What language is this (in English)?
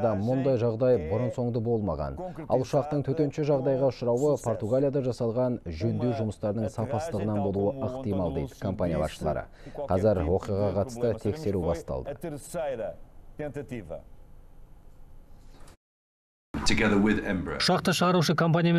Kazakh